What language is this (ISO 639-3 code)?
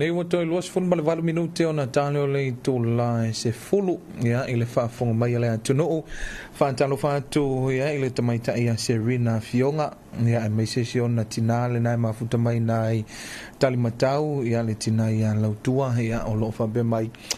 smo